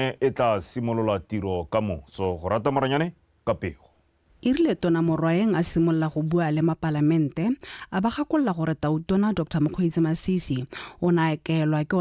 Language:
Tswana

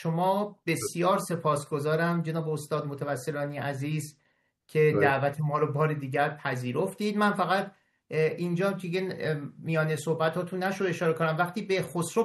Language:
Persian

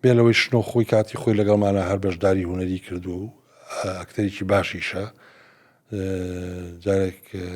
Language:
Central Kurdish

